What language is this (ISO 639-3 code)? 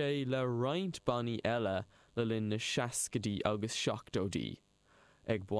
gle